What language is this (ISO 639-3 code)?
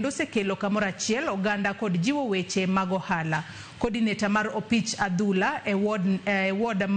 luo